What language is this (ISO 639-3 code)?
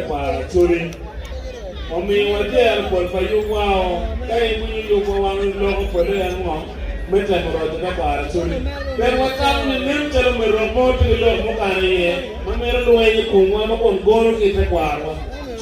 ach